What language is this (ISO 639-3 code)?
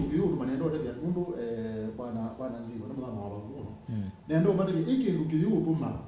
kam